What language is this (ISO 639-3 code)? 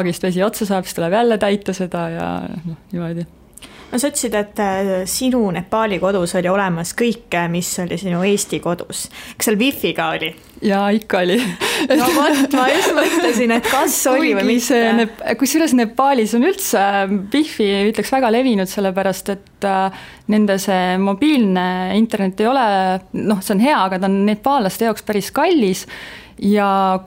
est